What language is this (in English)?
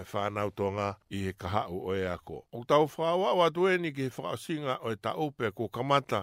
Tongan